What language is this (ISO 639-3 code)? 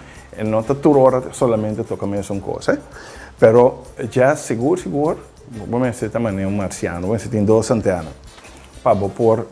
pap